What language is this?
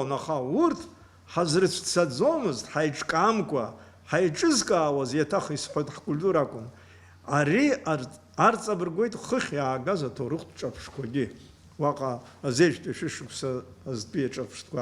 Abkhazian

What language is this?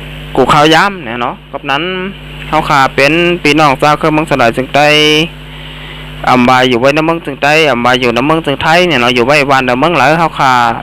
Shan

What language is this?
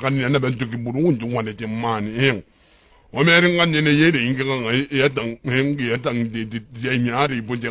Gilbertese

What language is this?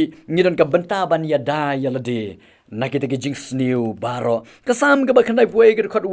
Khasi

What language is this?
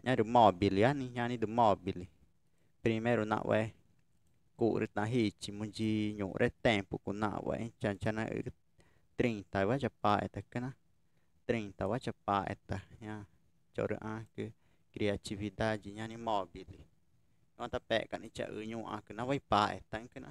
Ticuna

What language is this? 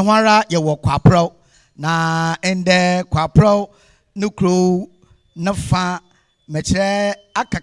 Akan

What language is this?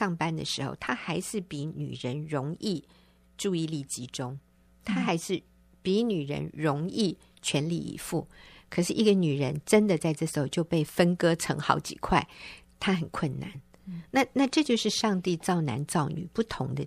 Chinese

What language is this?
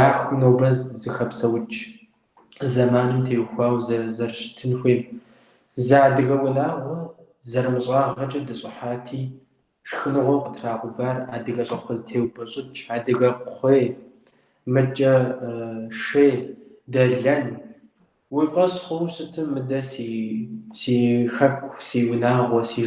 Kabardian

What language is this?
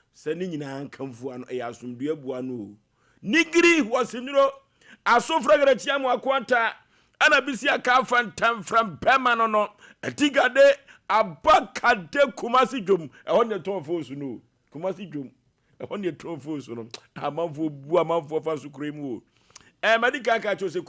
Akan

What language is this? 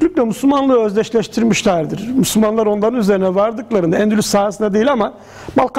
Turkish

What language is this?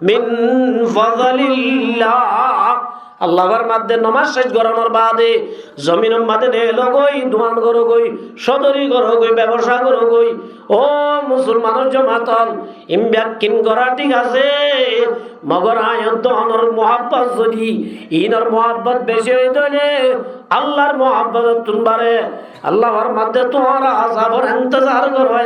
Rohingya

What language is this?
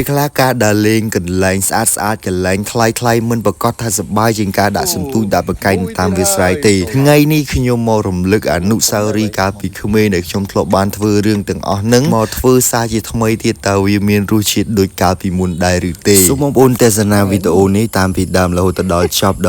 Khmer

